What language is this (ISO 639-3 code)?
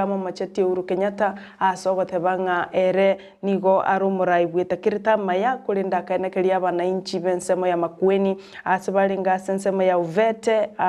guz